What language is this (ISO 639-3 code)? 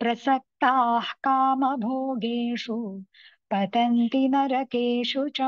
san